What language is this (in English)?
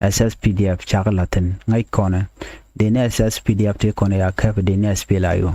Nuer